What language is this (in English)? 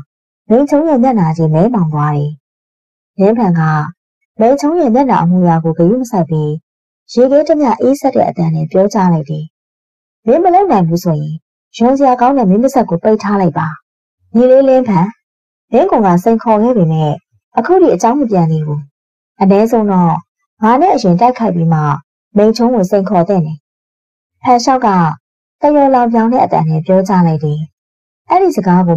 Burmese